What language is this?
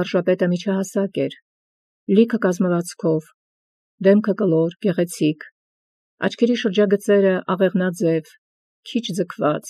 Armenian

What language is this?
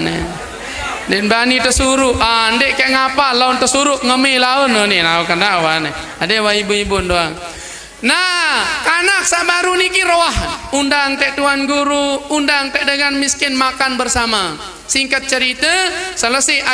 Sasak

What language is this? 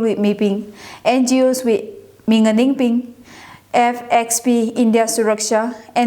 Tangkhul Naga (India)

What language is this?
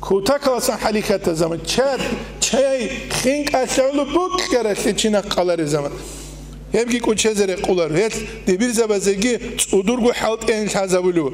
Avaric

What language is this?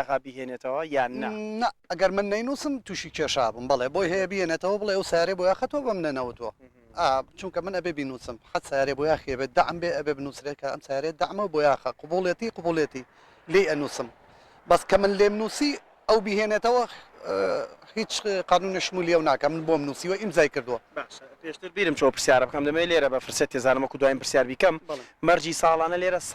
Central Kurdish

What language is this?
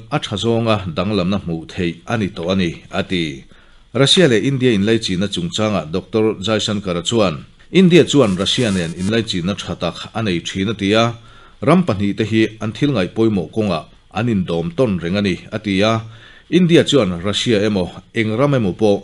Mizo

